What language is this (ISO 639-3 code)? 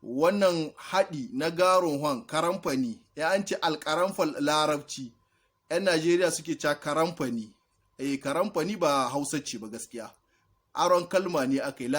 hau